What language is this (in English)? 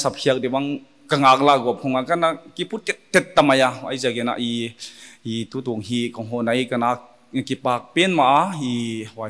Paite Chin